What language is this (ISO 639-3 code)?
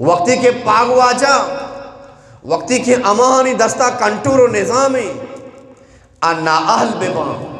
bgp